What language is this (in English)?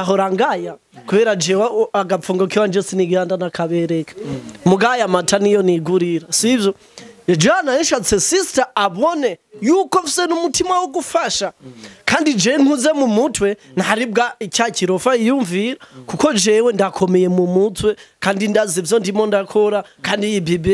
Rundi